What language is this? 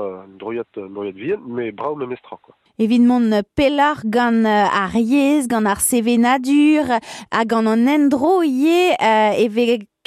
Breton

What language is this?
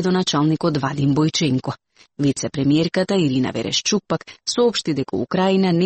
Macedonian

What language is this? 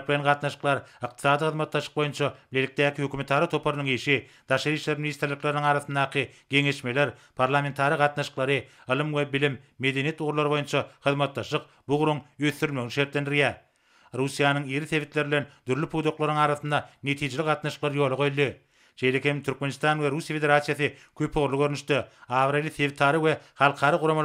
Turkmen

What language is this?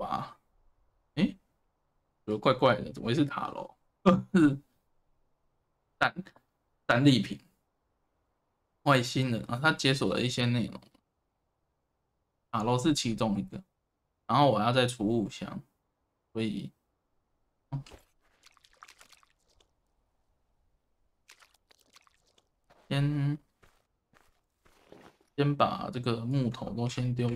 Chinese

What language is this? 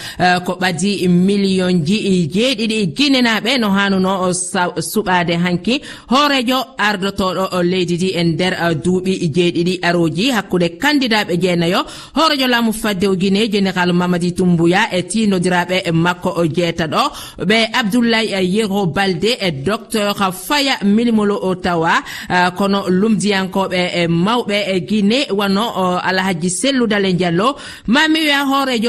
Fula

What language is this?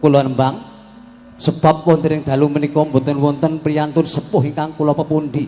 Javanese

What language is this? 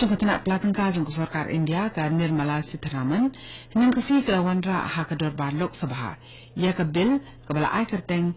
Khasi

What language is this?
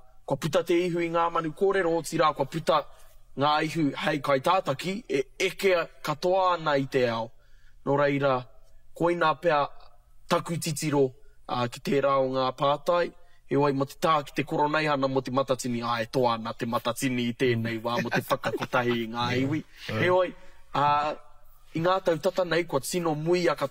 Māori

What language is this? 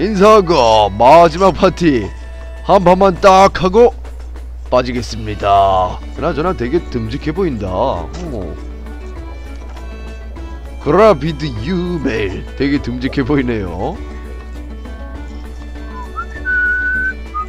Korean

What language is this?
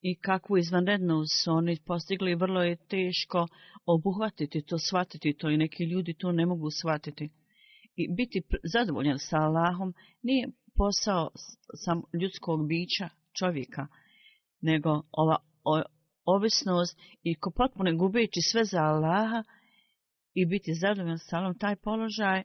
Bosnian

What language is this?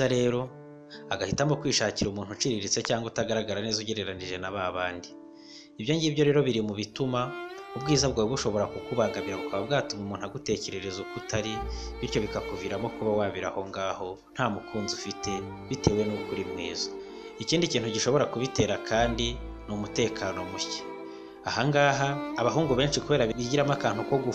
Kinyarwanda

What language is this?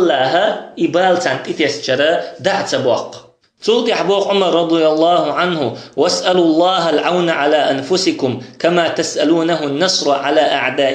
Chechen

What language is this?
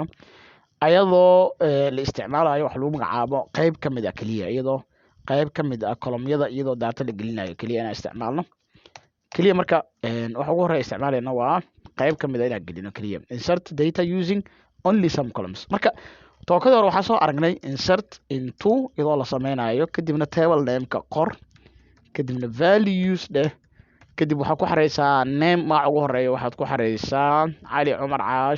Somali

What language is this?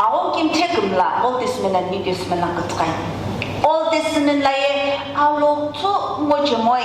Sumi Naga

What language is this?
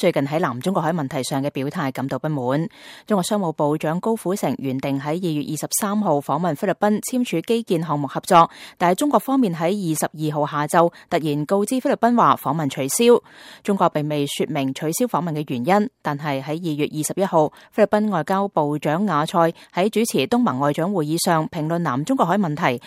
Cantonese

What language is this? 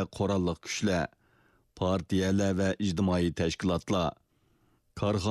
Uyghur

